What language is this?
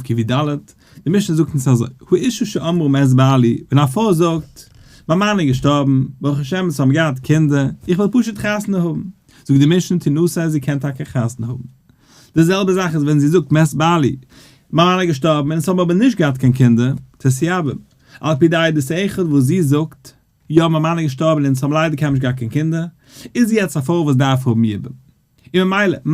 Yiddish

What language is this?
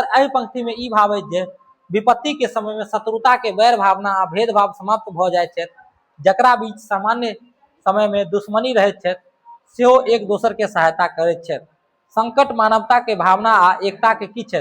Maithili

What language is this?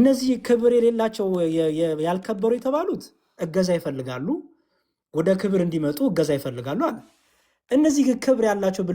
Amharic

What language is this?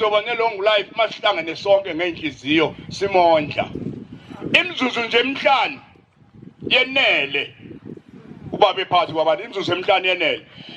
Zulu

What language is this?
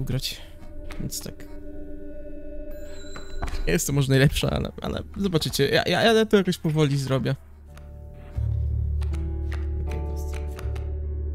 Polish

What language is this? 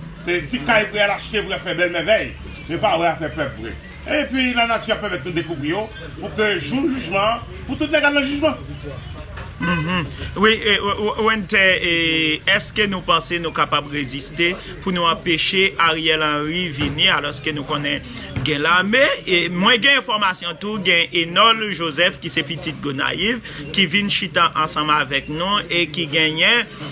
Haitian Creole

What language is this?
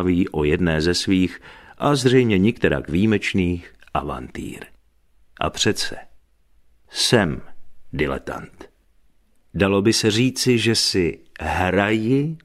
Czech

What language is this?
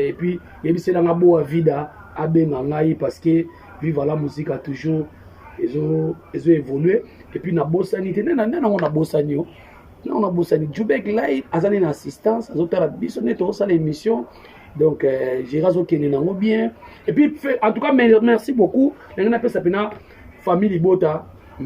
Lingala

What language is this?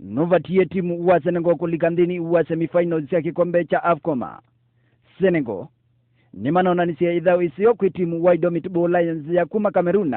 Kamba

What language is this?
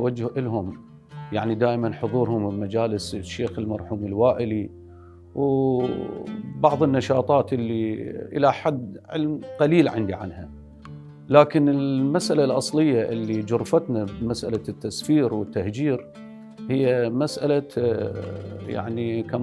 Mesopotamian Arabic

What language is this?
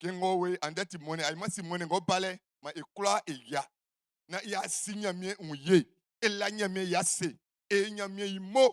Baoulé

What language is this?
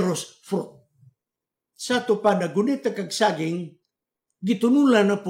Cebuano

